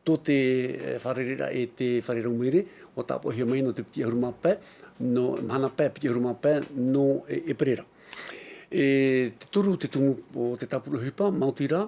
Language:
Tahitian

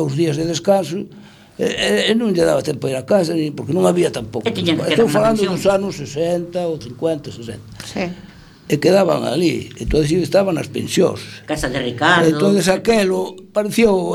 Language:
Galician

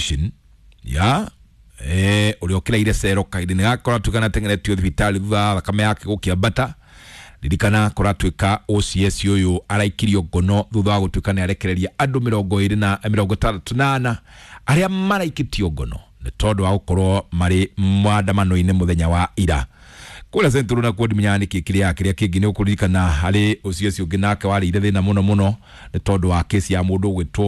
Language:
Kikuyu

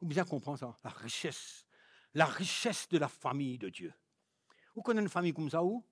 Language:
Morisyen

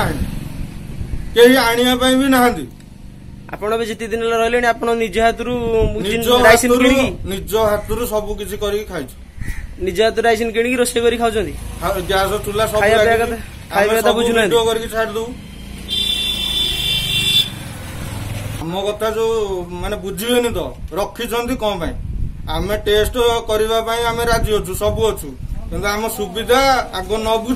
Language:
Odia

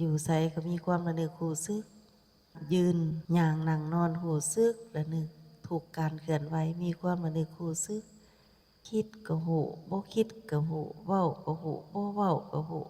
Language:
Lao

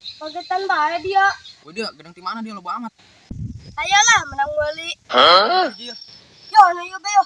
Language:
Sundanese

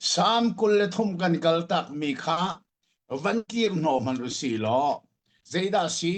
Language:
Hakha Chin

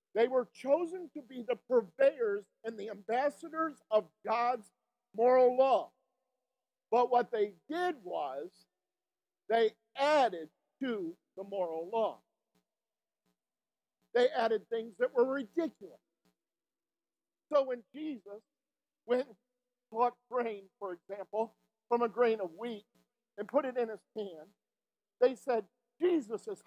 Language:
English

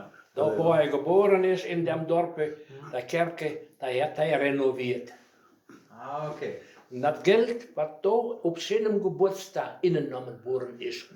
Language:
Westphalien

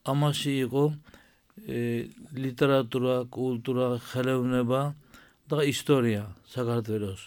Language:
Georgian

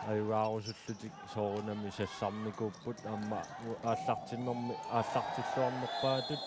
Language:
Kalaallisut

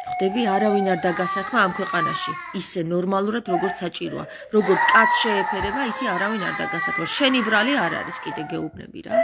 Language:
Georgian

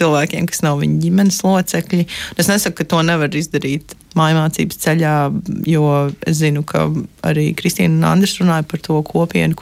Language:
Latvian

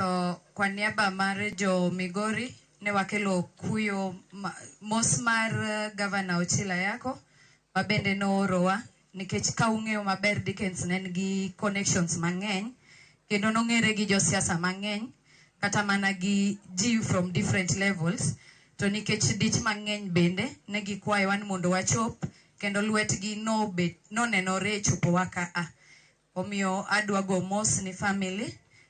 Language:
Luo (Kenya and Tanzania)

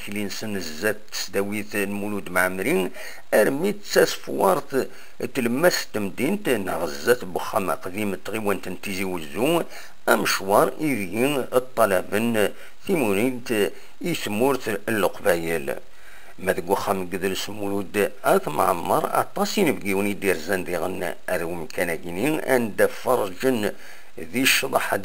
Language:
Kabyle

